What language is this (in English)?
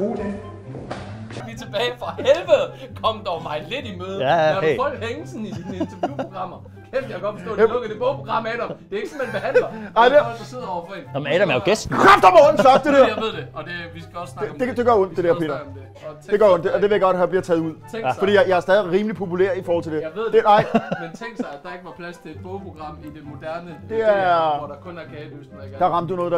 Danish